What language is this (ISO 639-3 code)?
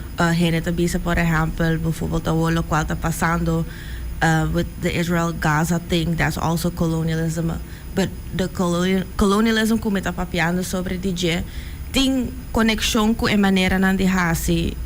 pap